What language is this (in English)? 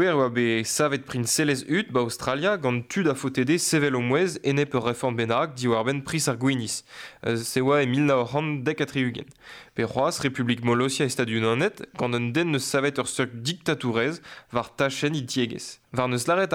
Breton